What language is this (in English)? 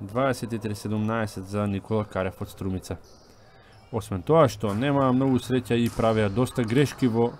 Macedonian